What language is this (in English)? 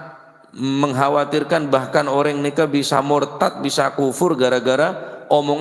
Madurese